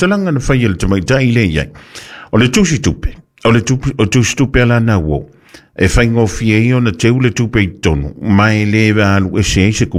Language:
Samoan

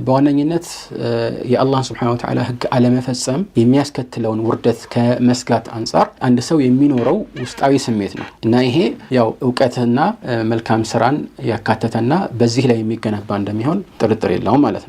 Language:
Amharic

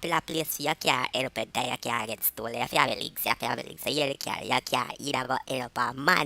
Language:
Jamaican Creole English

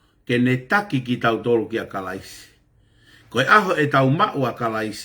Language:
Tongan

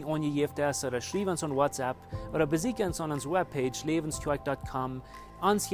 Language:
Plautdietsch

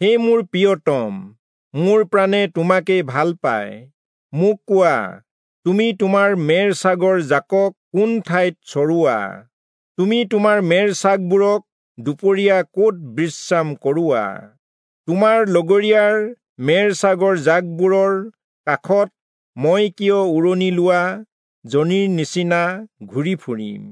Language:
Assamese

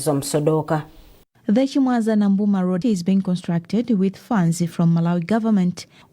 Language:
English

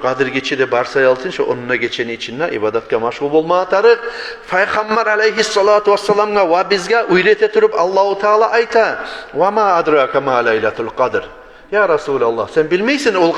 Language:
Kumyk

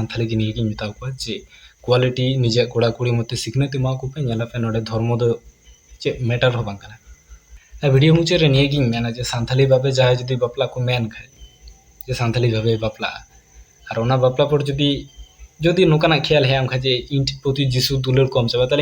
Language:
Santali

